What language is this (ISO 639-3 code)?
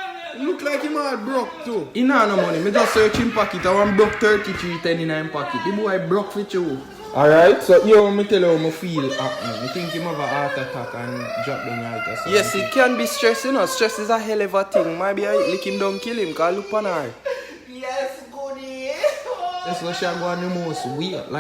jam